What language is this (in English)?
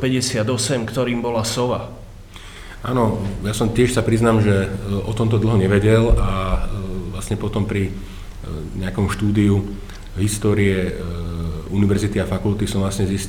Slovak